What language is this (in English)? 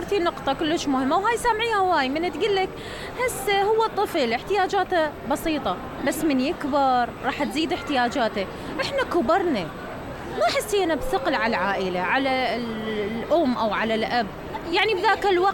Mesopotamian Arabic